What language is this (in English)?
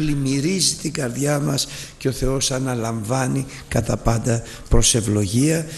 Greek